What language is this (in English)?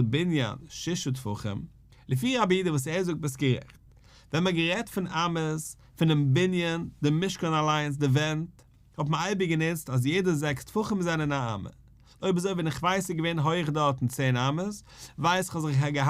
Yiddish